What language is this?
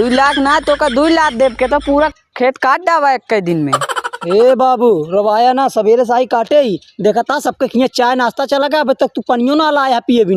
Awadhi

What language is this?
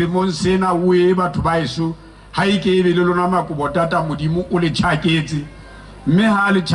Southern Sotho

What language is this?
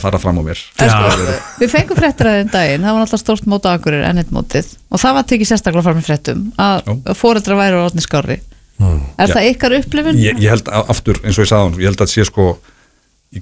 Icelandic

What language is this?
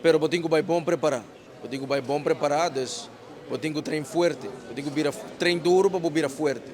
Papiamento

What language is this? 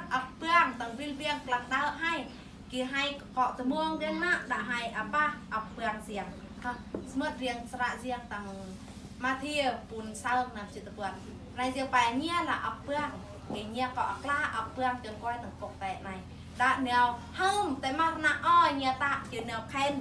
Eastern Bru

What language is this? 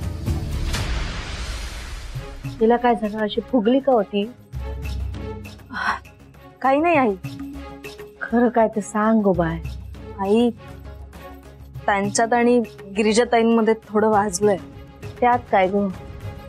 Marathi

